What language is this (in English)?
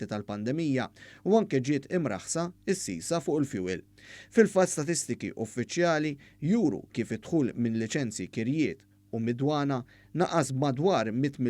Maltese